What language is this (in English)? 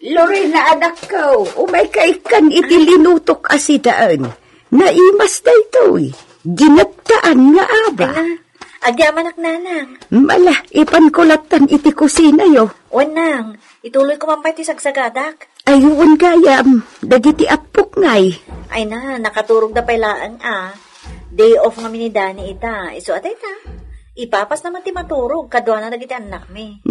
Iloko